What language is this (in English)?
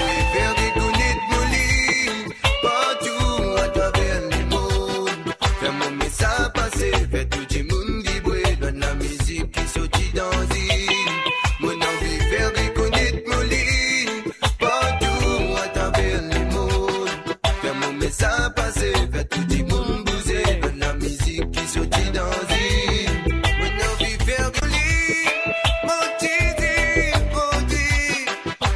Morisyen